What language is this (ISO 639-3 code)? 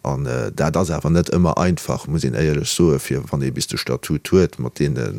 ltz